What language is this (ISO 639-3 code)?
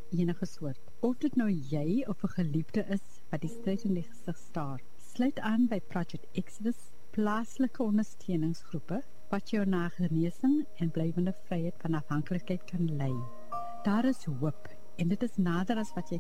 afr